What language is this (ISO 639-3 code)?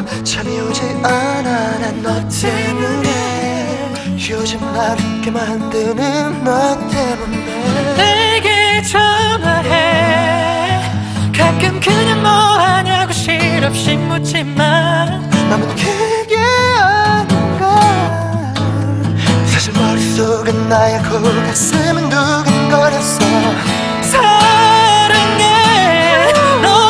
kor